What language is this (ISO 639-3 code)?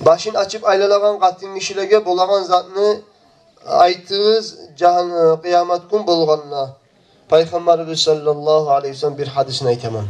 kum